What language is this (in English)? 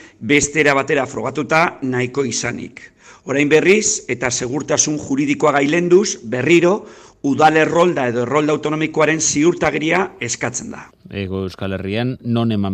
Basque